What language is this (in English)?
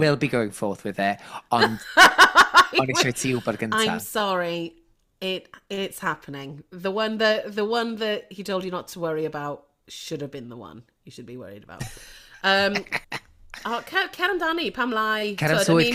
Welsh